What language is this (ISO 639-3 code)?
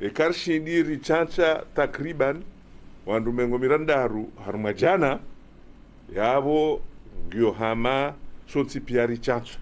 zdj